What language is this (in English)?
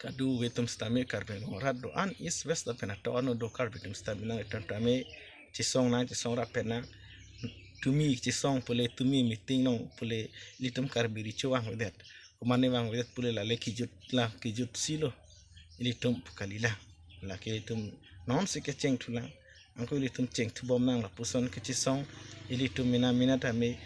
Karbi